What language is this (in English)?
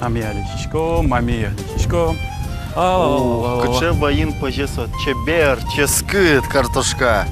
Udmurt